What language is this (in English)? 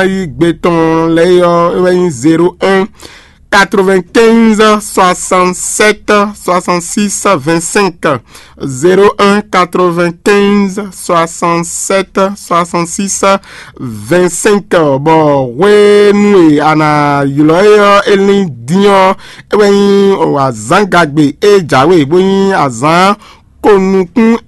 Fon